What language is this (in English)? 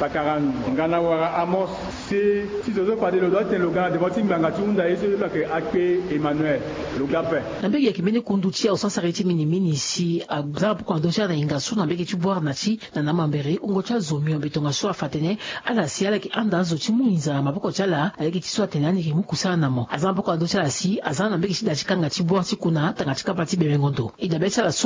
Sango